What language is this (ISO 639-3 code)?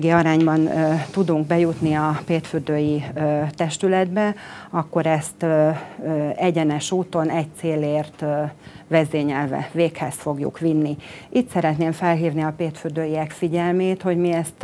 hun